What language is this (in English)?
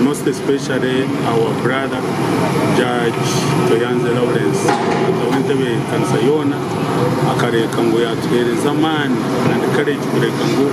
Nyankole